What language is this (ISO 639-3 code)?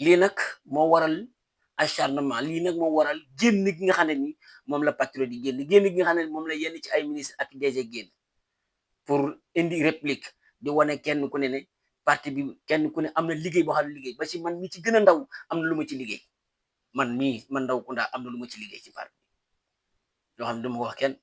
wol